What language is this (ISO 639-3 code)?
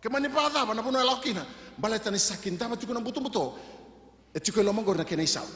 fij